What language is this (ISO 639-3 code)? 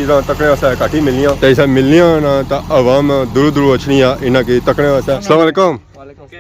phr